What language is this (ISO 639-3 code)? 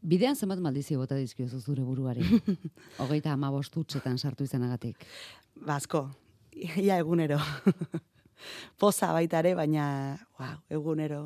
eus